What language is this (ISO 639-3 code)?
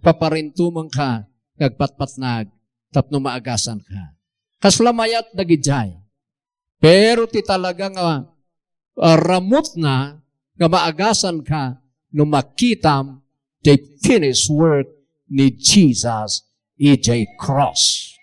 ilo